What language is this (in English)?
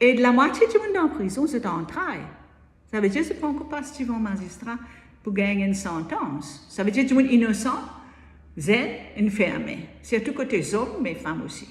Morisyen